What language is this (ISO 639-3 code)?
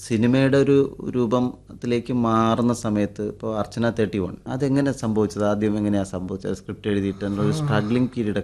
mal